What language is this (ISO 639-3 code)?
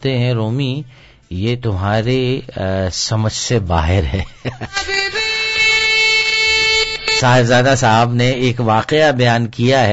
urd